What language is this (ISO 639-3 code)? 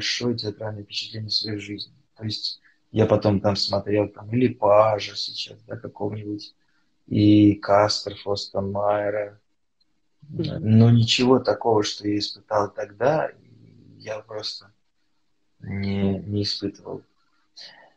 rus